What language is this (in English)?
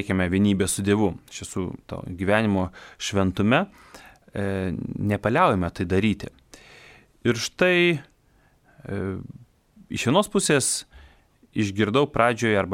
Lithuanian